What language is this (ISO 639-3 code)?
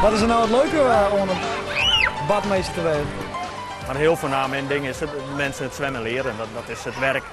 fry